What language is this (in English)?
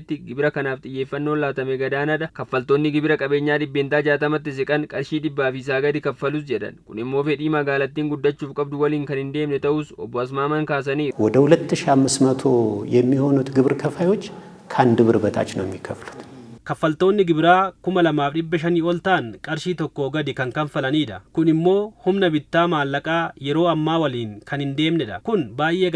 Oromo